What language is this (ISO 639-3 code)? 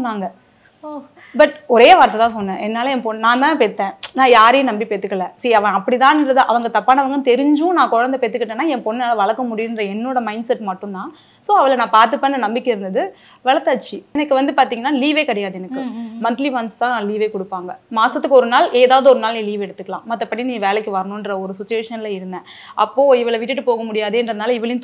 tam